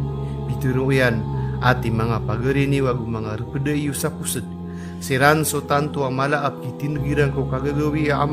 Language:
Maranao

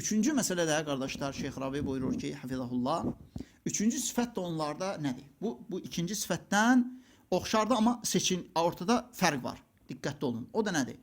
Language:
Azerbaijani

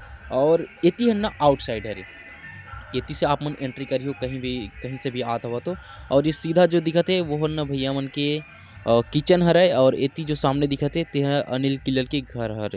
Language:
Chhattisgarhi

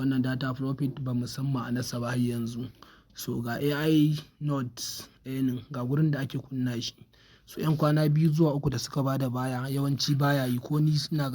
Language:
Hausa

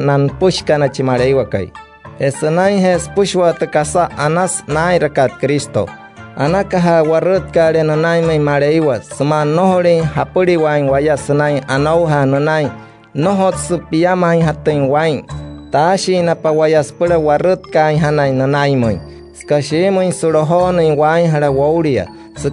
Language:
Wayuu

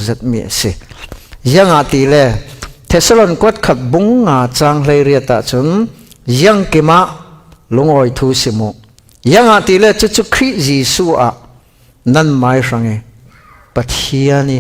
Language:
Falam Chin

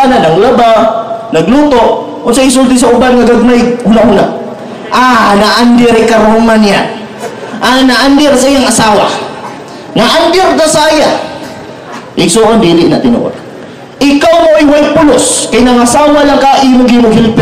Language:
Cebuano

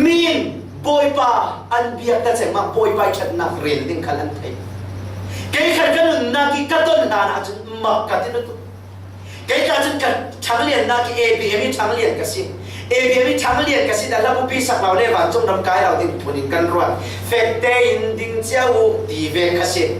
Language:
Falam Chin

